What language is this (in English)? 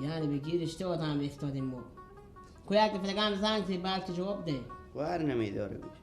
Persian